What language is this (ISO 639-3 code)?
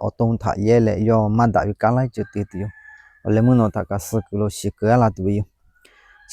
lhu